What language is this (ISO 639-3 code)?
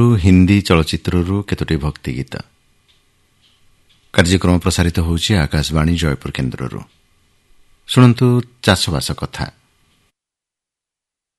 ori